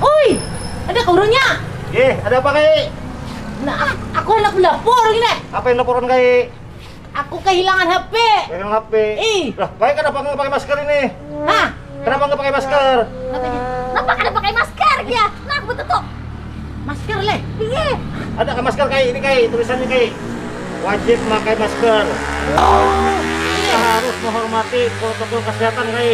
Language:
Banjar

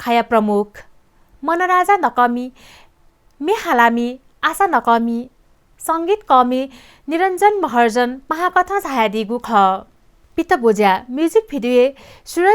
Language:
Newari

